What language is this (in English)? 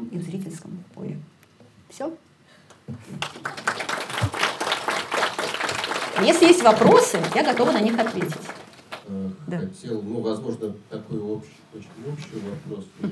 Russian